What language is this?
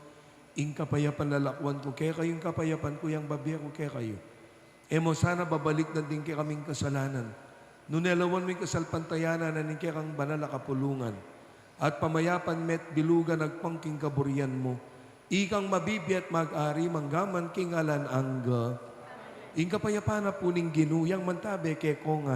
Pampanga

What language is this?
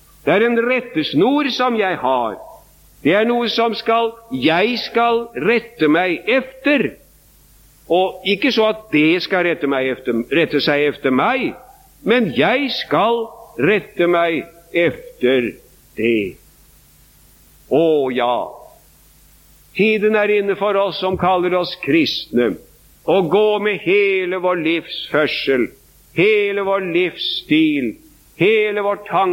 Norwegian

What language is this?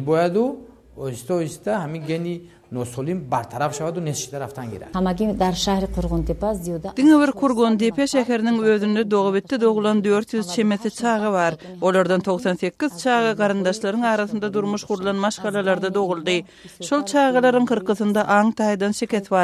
Turkmen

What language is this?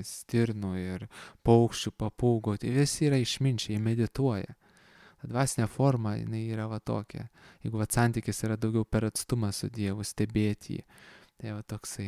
Lithuanian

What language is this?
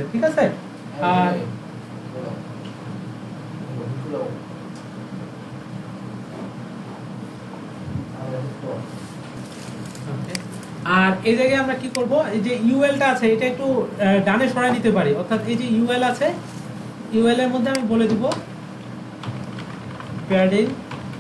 Bangla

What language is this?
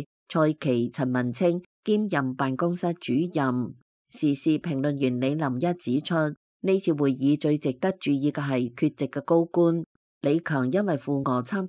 Cantonese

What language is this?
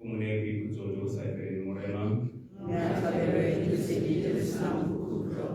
Tswana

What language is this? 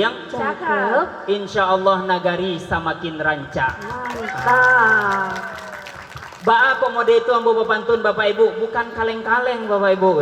Minangkabau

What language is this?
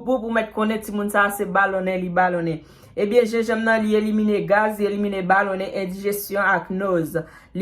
Haitian Creole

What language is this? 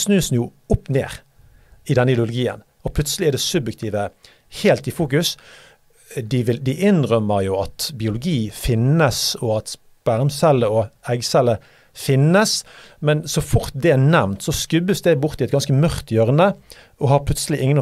Norwegian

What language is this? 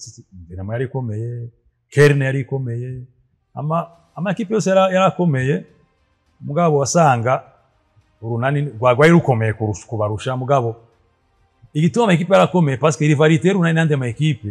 Rundi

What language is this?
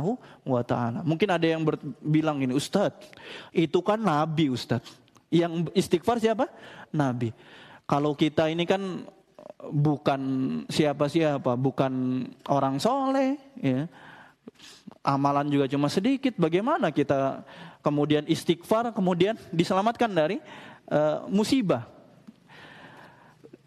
Indonesian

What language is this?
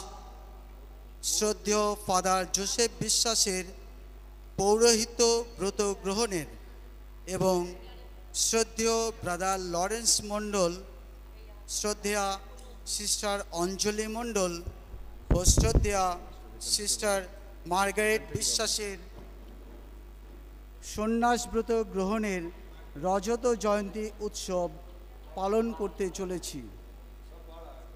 Bangla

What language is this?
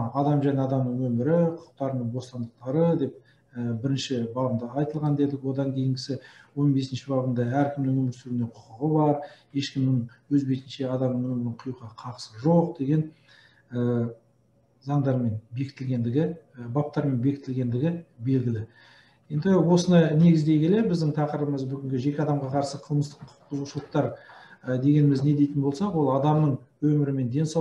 Kazakh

